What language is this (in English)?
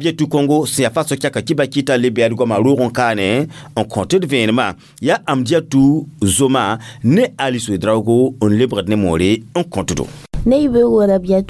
Mossi